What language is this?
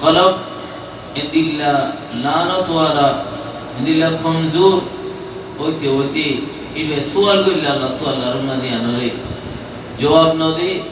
Rohingya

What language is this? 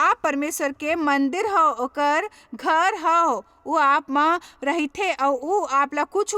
Chhattisgarhi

